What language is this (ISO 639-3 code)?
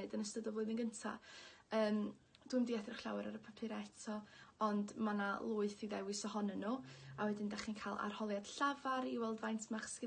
cym